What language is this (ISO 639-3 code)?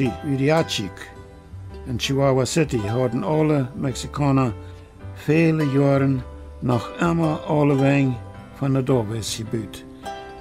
pdt